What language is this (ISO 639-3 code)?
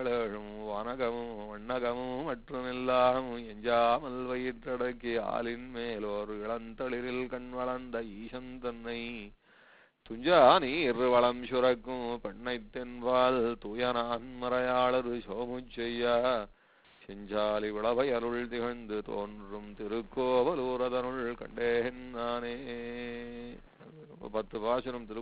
tam